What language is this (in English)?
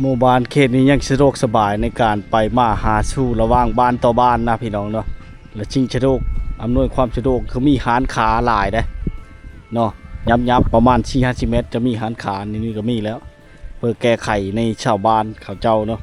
Lao